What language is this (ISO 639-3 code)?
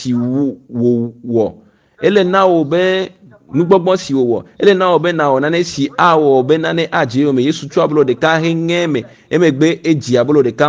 ewe